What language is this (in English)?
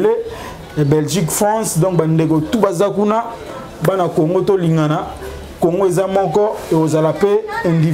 Lingala